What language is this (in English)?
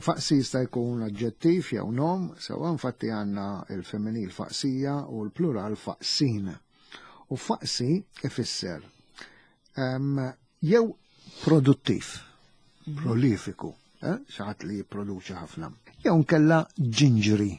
Maltese